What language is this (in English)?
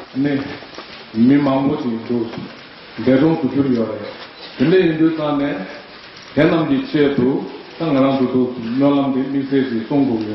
Tibetan